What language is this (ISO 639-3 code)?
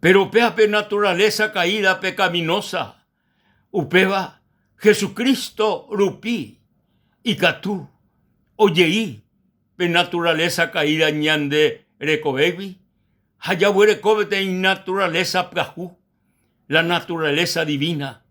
grn